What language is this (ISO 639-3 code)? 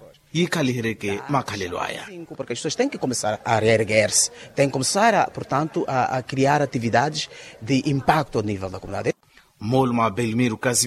vmw